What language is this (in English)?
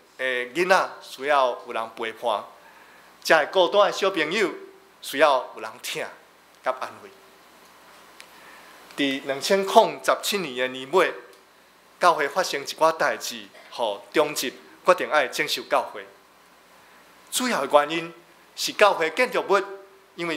Min Nan Chinese